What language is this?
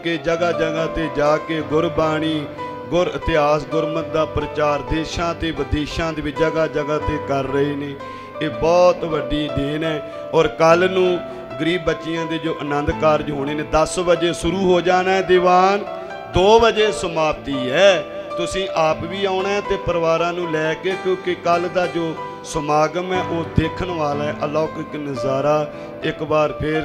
Punjabi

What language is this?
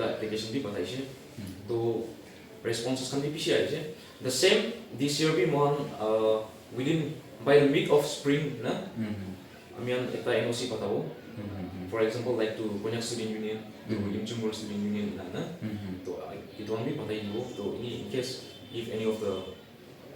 Naga Pidgin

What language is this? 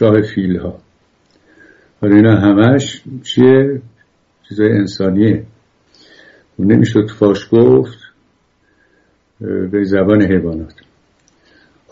Persian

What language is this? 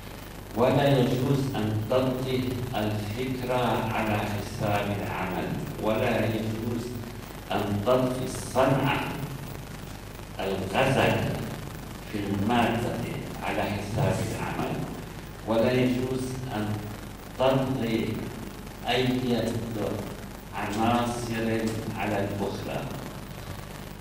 Arabic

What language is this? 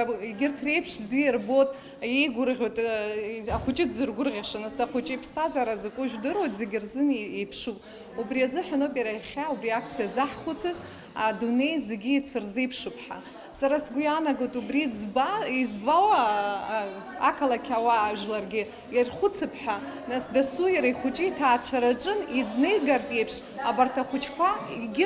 Abkhazian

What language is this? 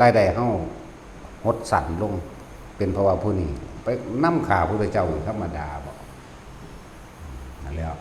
Northeastern Thai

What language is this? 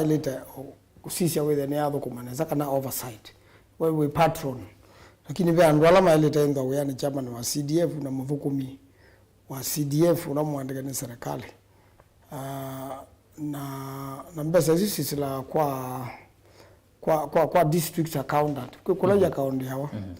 Kamba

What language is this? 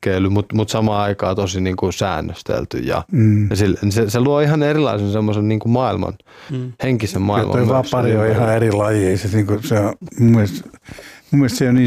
Finnish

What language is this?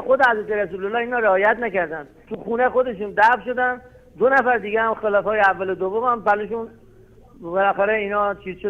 Persian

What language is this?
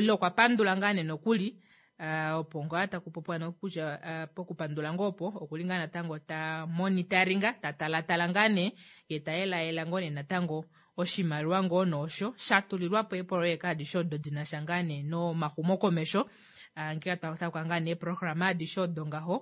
Kuanyama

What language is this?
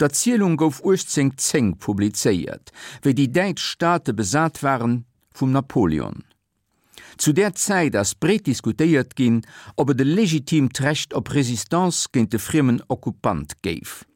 Luxembourgish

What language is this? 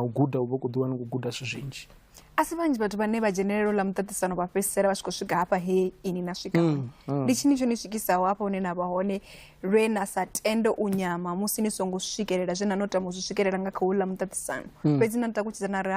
Venda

